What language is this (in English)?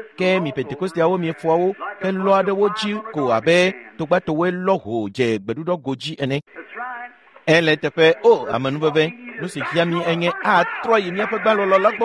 Ewe